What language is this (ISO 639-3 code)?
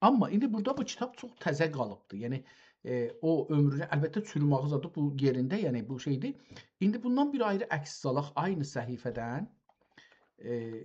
azb